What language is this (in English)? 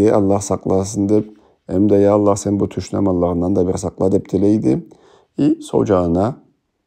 Karachay-Balkar